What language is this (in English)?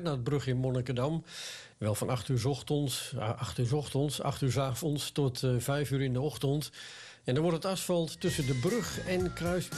Dutch